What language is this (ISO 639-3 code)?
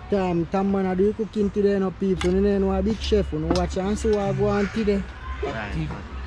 jam